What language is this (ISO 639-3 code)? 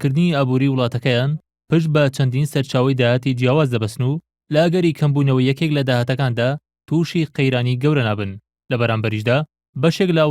ckb